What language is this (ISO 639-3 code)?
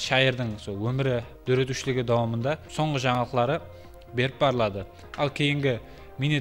kaa